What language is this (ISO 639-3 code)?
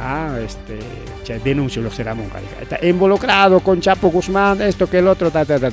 quy